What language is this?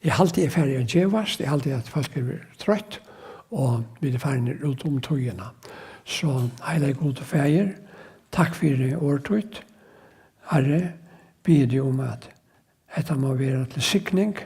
Faroese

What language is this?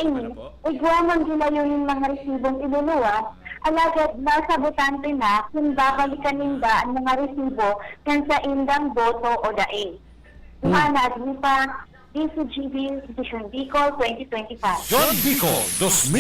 Bikol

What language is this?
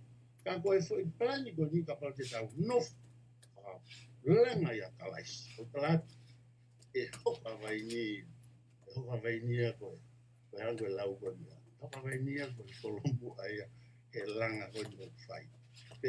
Tongan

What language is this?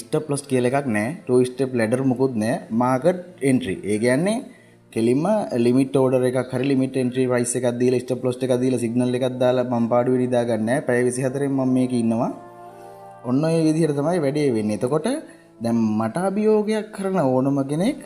Sinhala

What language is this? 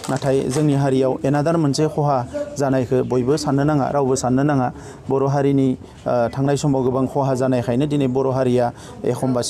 Bodo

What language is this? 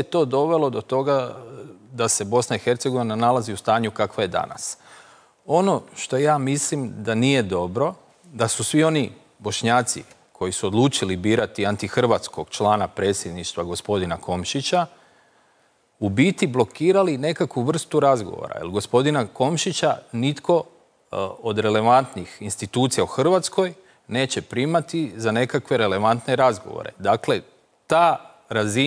Croatian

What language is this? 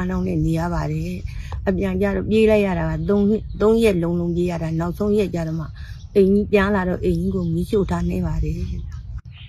Burmese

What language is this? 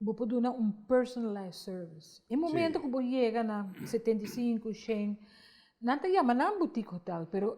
Papiamento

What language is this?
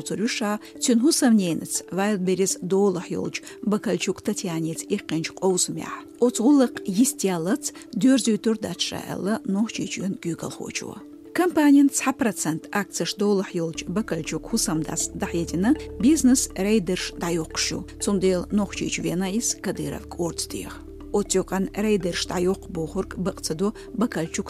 Chechen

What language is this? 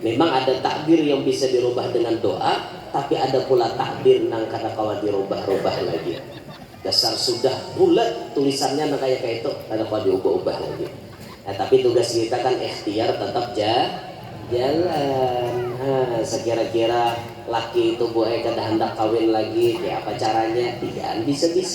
Banjar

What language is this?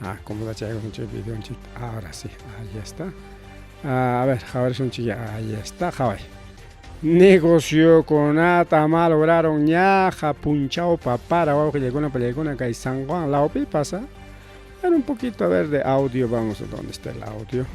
Ayacucho Quechua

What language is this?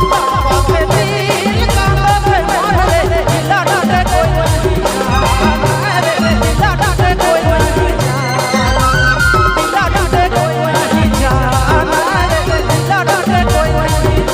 Sadri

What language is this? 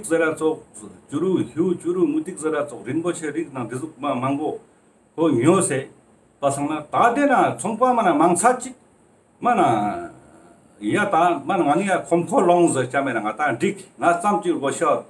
Ladakhi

